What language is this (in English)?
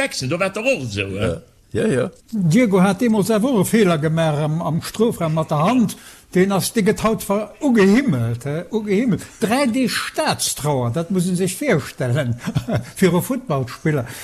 Luxembourgish